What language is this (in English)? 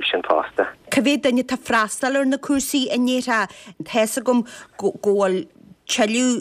Irish